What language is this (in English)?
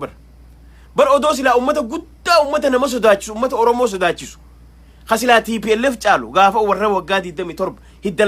Oromo